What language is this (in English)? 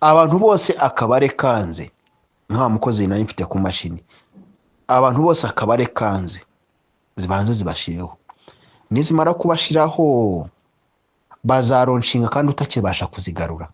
Kinyarwanda